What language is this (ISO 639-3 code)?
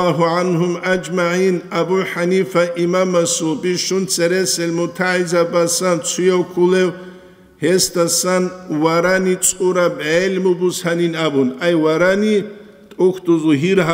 ava